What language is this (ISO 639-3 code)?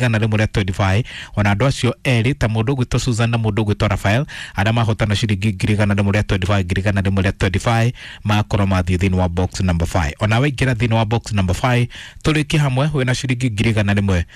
kik